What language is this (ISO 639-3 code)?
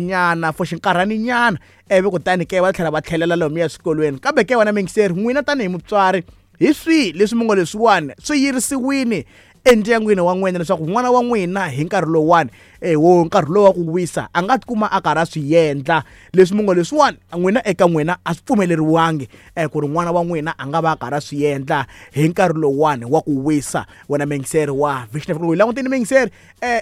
tso